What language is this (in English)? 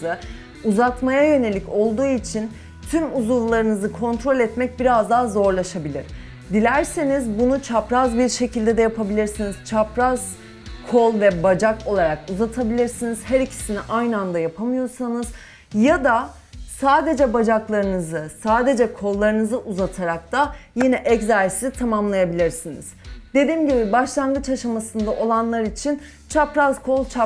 Turkish